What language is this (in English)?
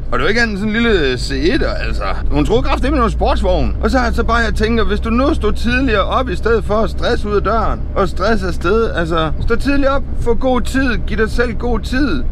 Danish